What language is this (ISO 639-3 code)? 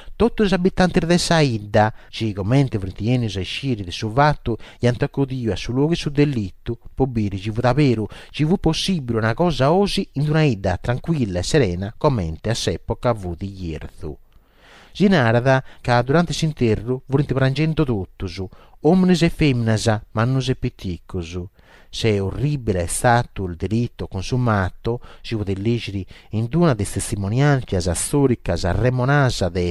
srd